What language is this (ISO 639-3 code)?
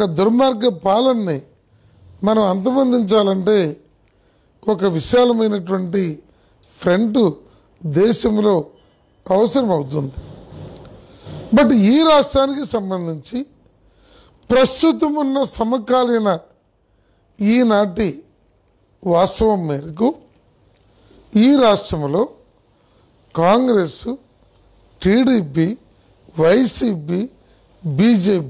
tel